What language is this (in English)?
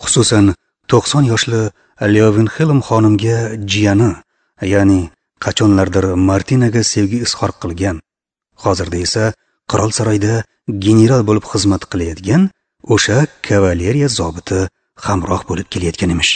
Uzbek